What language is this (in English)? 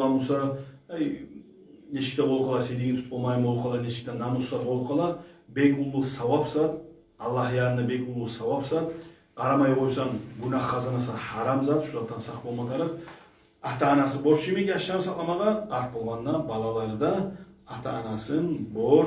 Kumyk